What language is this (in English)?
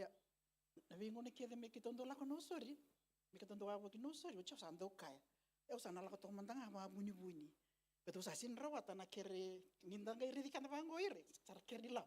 Fijian